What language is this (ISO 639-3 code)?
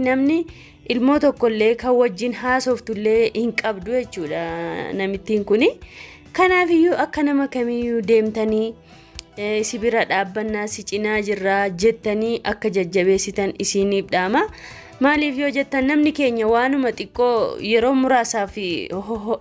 orm